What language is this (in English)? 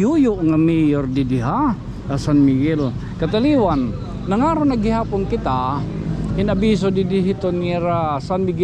Waray